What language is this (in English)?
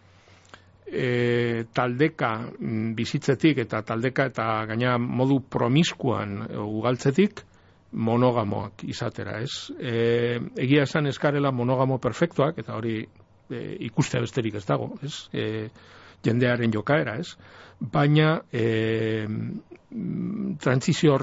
Basque